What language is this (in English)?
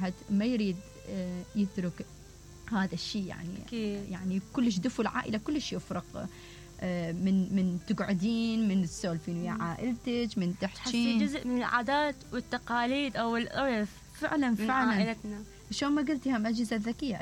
Mesopotamian Arabic